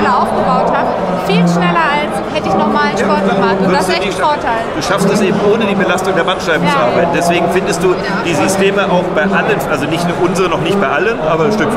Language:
German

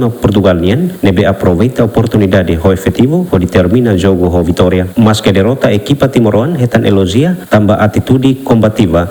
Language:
Tetum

